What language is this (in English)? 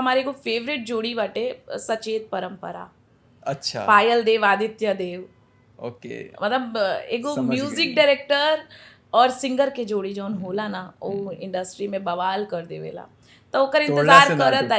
Bhojpuri